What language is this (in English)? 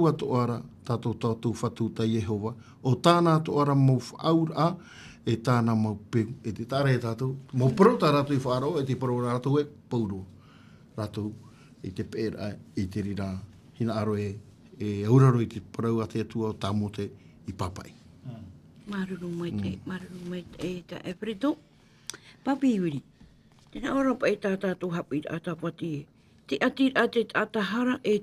Tahitian